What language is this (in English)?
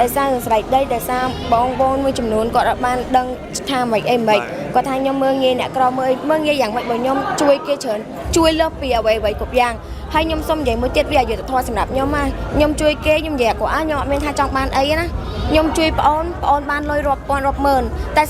Khmer